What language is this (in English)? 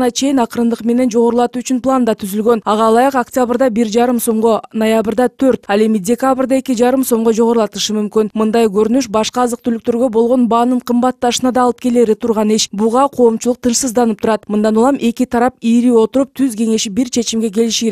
Kyrgyz